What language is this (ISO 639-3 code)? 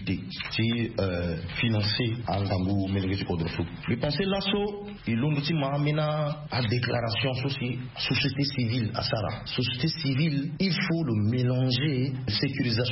sag